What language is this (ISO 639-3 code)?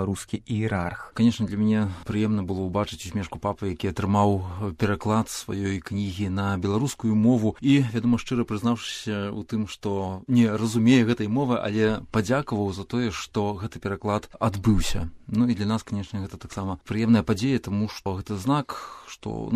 bel